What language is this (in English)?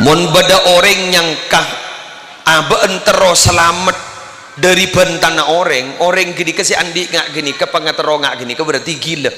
Madurese